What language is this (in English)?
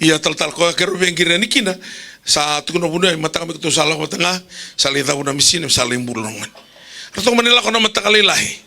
Fijian